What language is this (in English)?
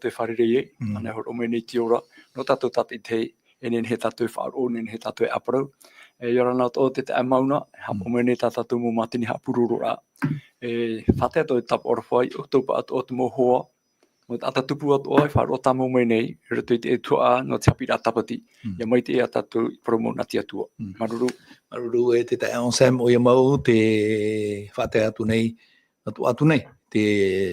Tahitian